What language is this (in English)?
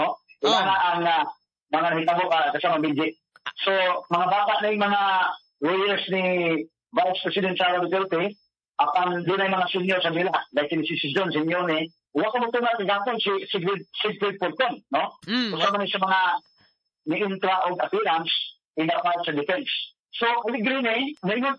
Cebuano